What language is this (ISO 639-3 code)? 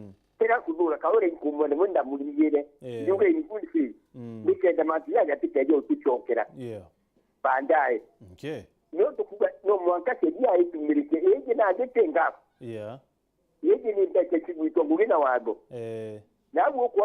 mer